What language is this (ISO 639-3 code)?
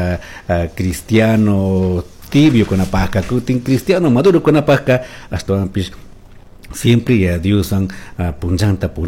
qug